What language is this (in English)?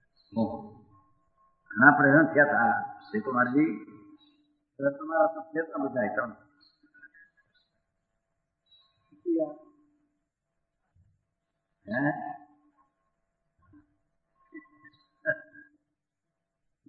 Gujarati